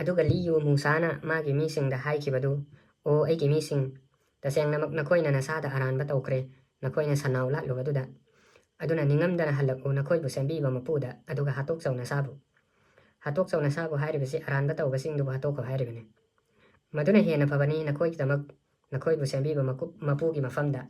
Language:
Manipuri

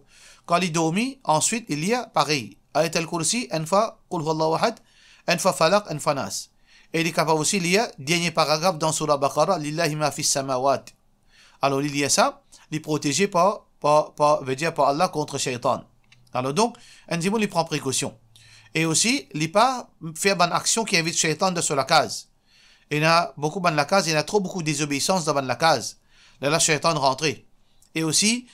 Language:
Morisyen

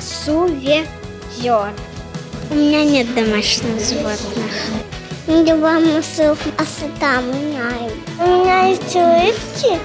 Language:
Crimean Tatar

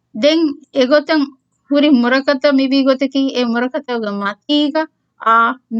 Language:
Divehi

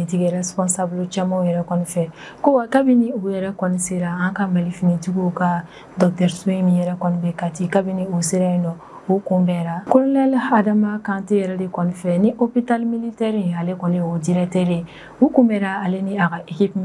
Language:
Bambara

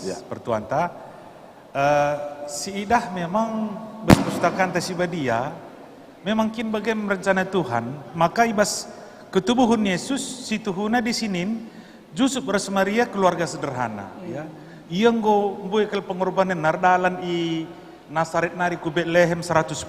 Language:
Batak Karo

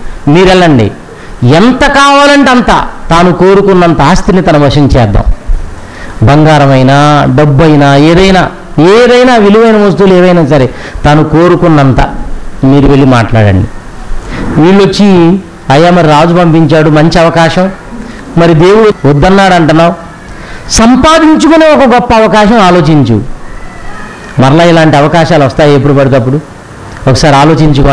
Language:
Telugu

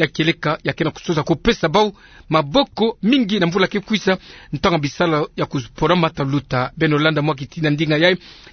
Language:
Kituba (Democratic Republic of Congo)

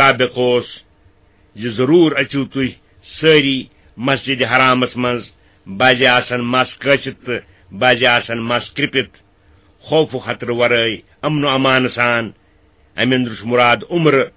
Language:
Kashmiri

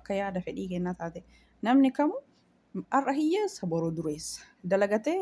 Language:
Oromo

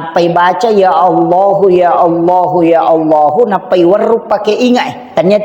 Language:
Buginese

